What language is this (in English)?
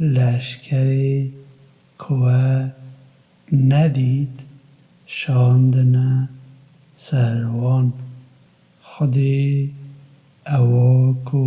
Kurdish